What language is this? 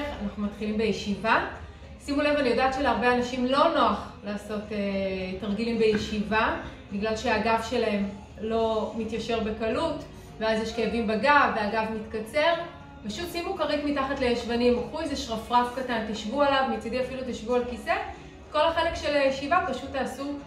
Hebrew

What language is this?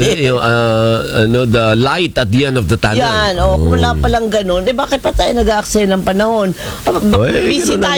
Filipino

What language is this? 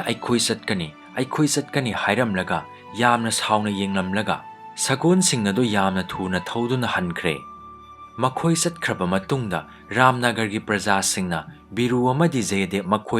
Manipuri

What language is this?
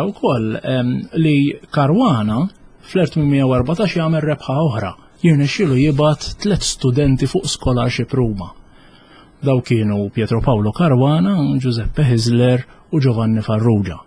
Maltese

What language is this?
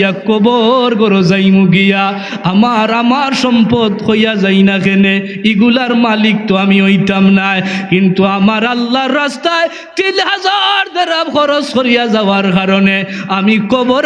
Sylheti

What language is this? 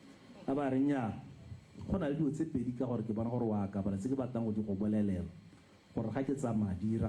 Tswana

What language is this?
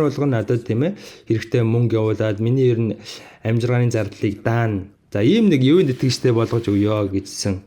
Mongolian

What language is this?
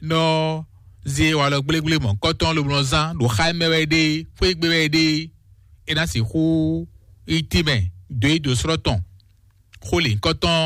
Fon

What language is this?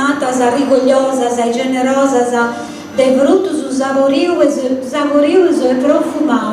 Sardinian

